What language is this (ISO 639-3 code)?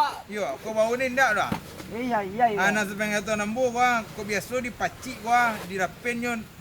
min